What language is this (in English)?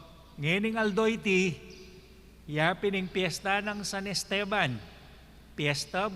Pampanga